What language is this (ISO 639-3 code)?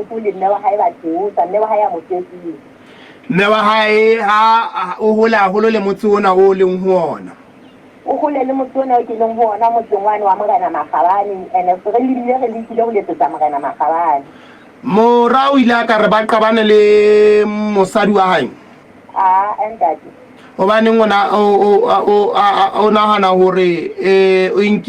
sot